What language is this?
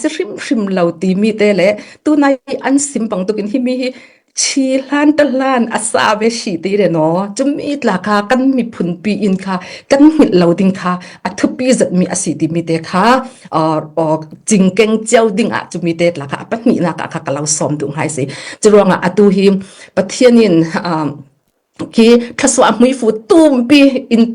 Falam Chin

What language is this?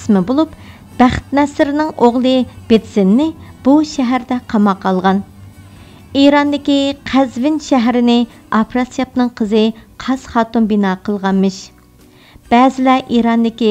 Uyghur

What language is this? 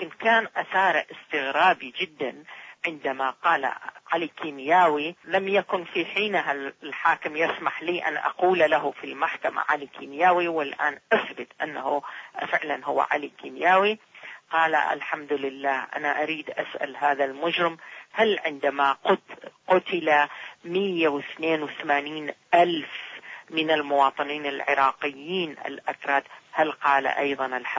Arabic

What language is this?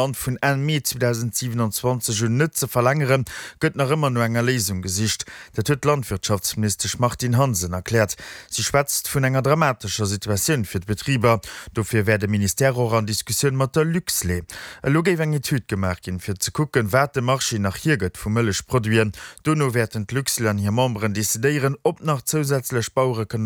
Luxembourgish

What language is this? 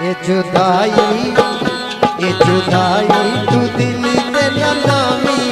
Pahari-Potwari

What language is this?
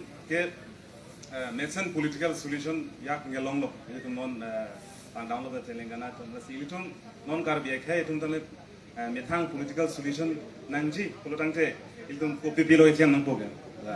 Karbi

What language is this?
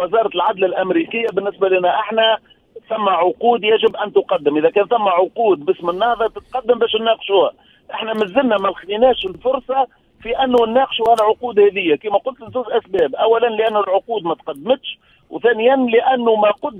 Tunisian Arabic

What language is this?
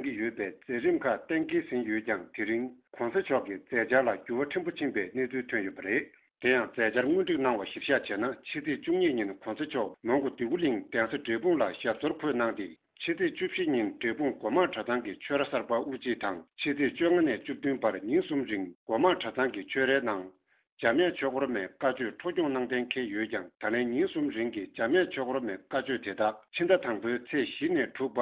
Tibetan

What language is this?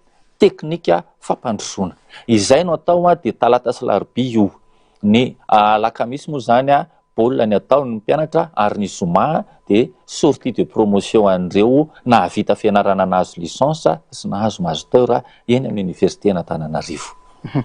Malagasy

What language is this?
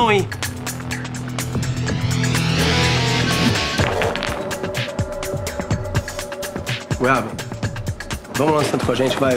Portuguese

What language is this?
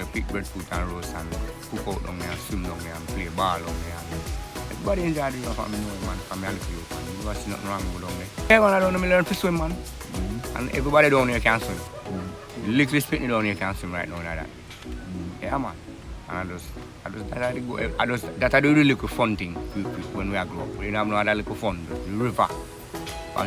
Jamaican Creole English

